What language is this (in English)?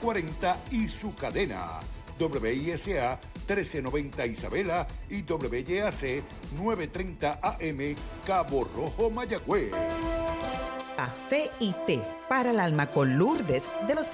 Spanish